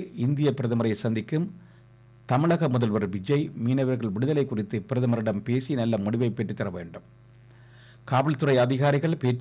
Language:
Tamil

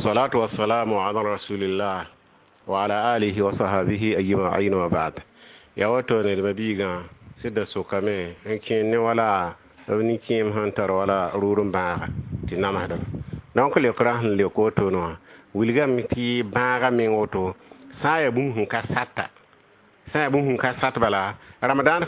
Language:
Mossi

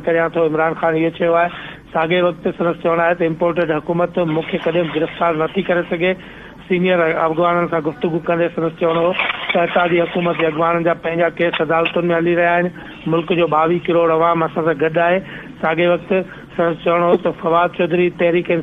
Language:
Sindhi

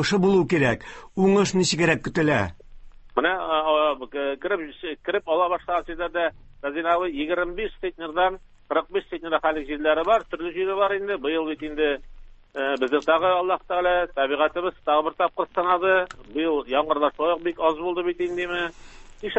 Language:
Tatar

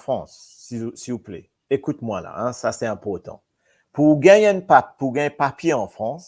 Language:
Morisyen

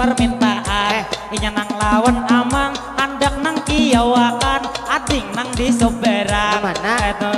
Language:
Banjar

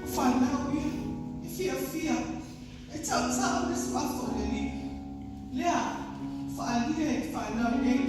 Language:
Samoan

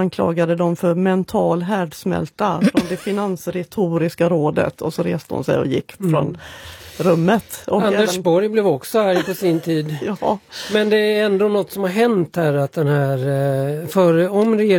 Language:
Swedish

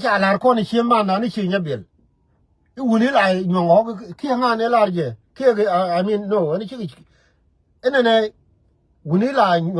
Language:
Nuer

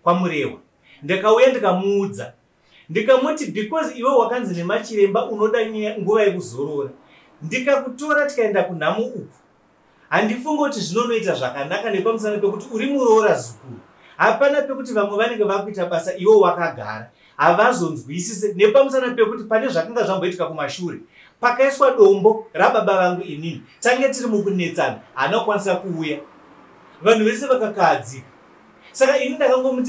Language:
Shona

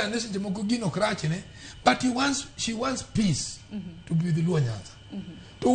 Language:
Luo (Kenya and Tanzania)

